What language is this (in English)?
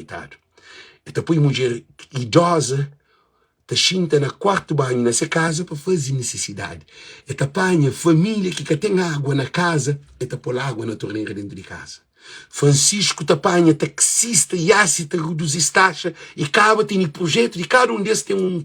Kabuverdianu